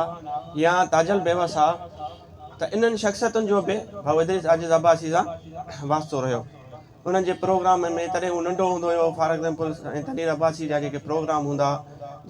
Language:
Sindhi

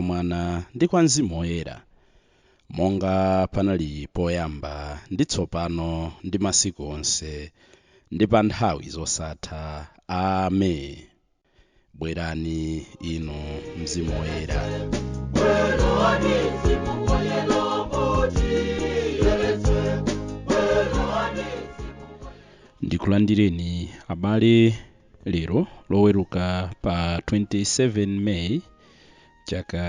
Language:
Nyanja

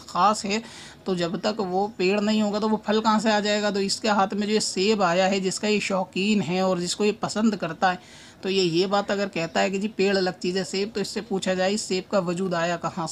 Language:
Urdu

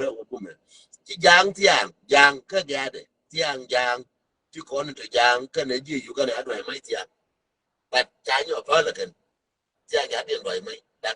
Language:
Nuer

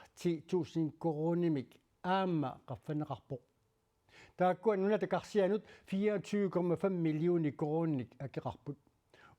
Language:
Kalaallisut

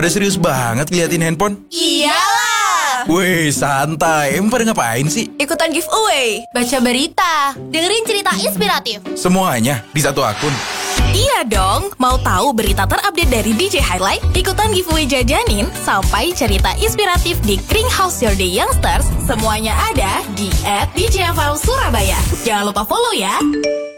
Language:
Indonesian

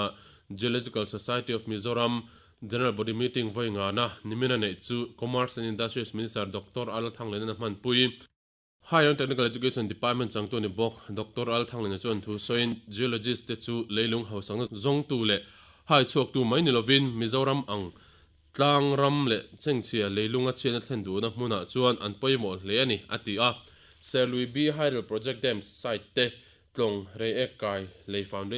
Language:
Mizo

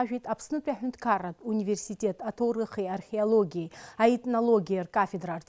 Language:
Abkhazian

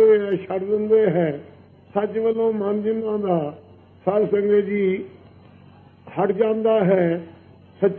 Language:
Punjabi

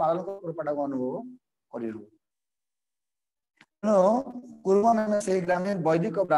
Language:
Odia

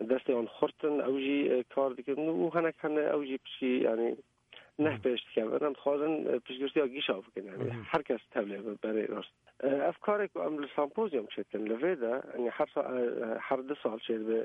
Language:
Kurdish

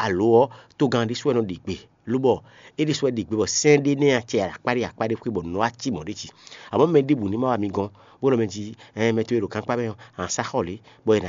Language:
Fon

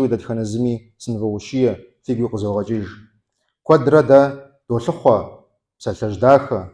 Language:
Kabardian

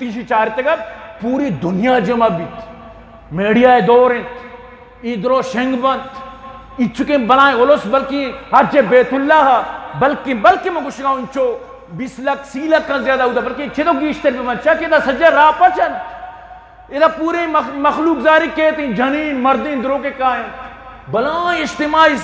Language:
Eastern Balochi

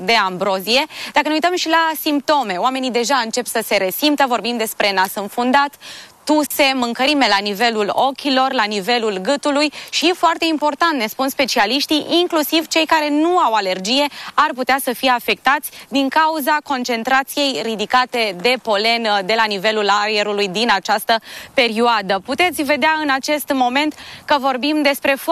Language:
Romanian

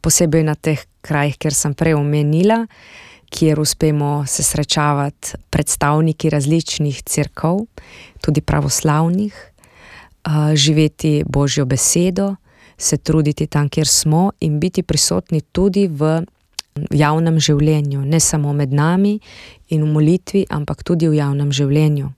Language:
Slovenian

